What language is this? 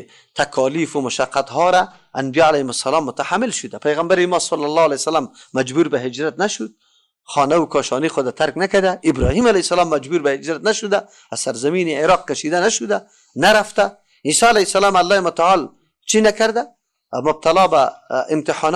Persian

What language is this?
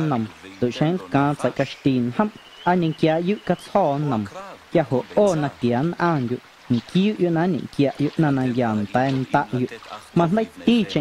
Guerrero Amuzgo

